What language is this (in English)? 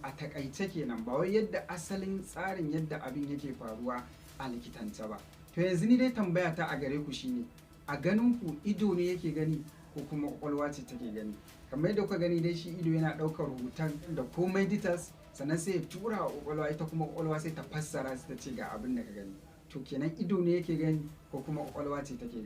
Hausa